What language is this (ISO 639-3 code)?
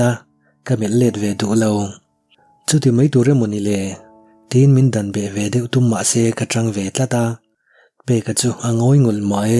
lus